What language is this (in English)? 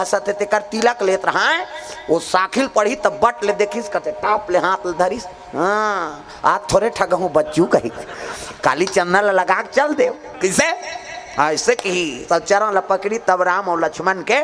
Chhattisgarhi